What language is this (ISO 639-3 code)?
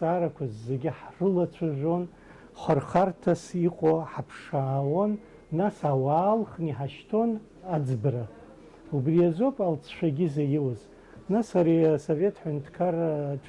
abk